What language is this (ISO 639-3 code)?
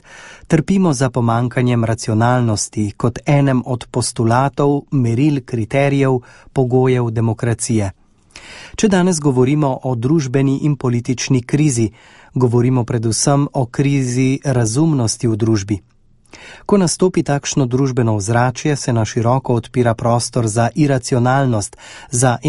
slv